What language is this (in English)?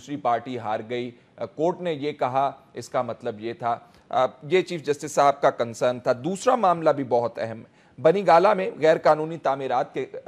Urdu